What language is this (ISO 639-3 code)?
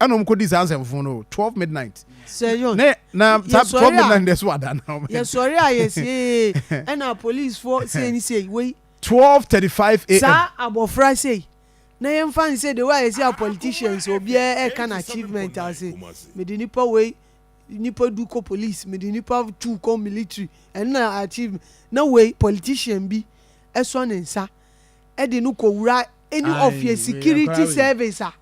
aka